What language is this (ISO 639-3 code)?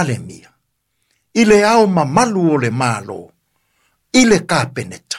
smo